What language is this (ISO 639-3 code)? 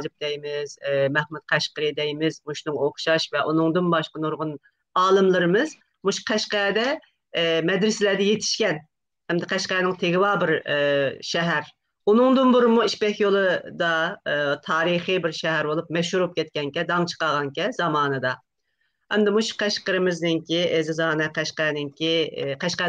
uig